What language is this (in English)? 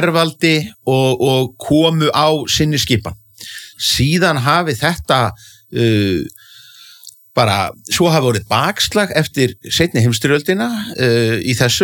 Icelandic